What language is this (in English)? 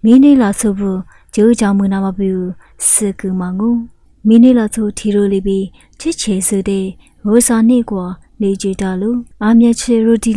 Lisu